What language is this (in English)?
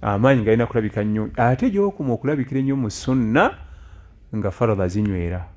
Ganda